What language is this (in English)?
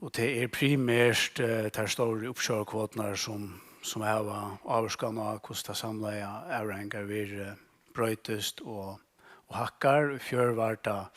Faroese